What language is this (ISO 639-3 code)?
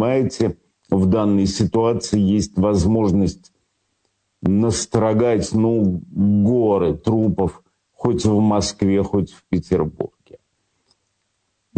rus